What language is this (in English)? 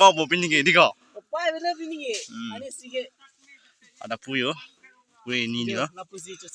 Karbi